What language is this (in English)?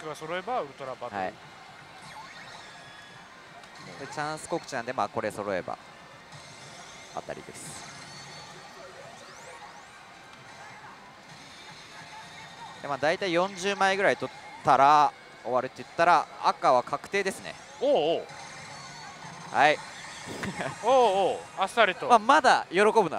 Japanese